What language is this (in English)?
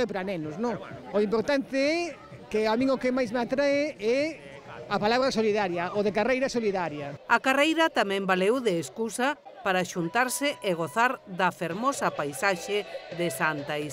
Galician